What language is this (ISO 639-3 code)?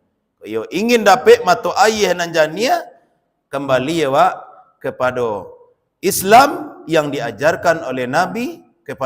min